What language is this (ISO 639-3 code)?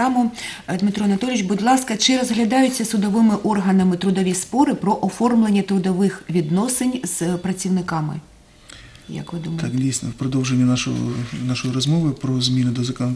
ukr